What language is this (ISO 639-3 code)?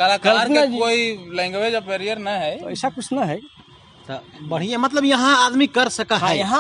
mag